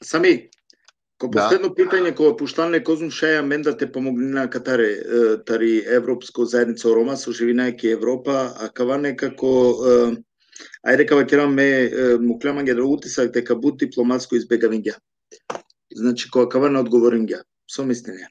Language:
Macedonian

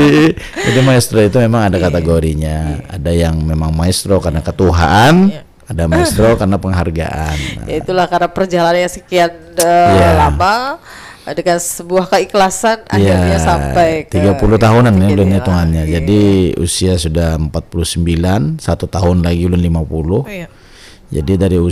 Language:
Banjar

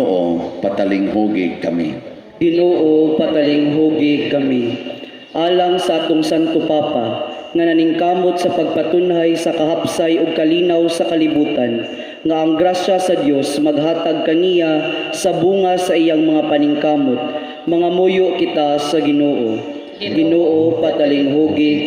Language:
Cebuano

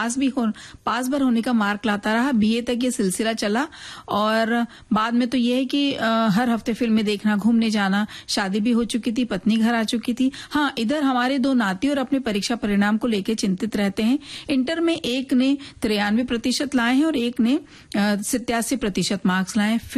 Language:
Hindi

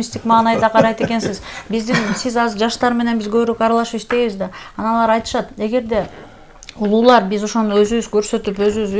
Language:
Kyrgyz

